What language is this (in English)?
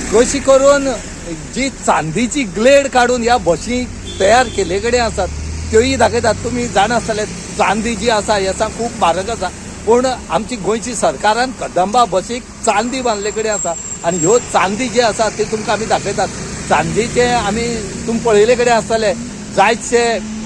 Konkani